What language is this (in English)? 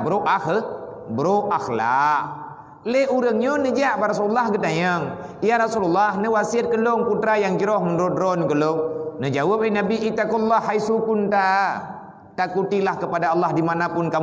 Achinese